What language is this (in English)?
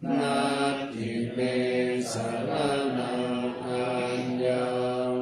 Pali